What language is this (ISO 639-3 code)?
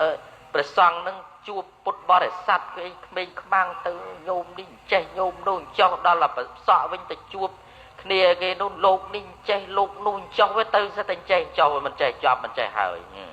khm